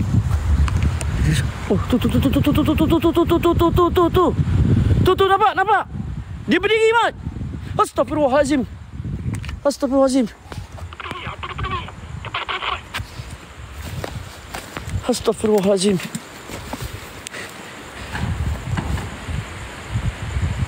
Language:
Malay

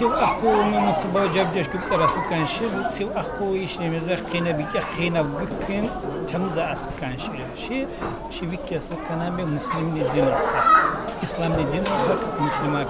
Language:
Tsakhur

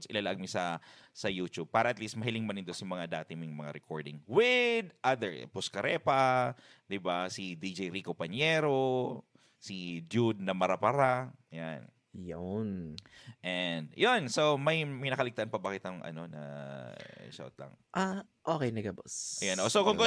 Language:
Bikol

